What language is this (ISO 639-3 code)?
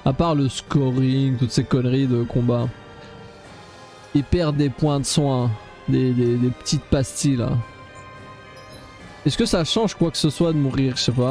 fra